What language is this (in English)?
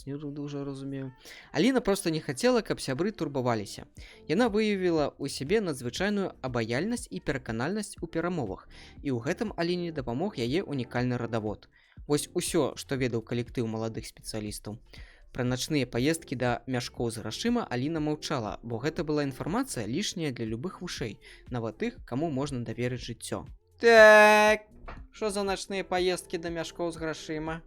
Belarusian